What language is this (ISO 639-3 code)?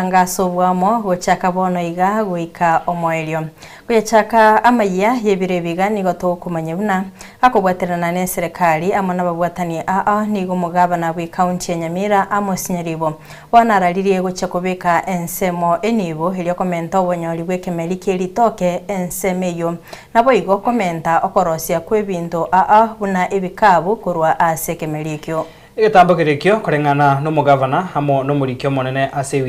guz